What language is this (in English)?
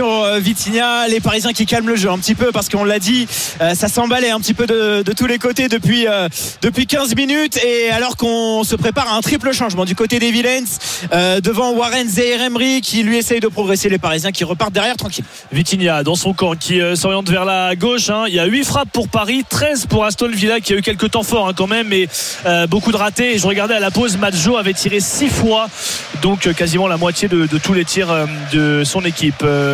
French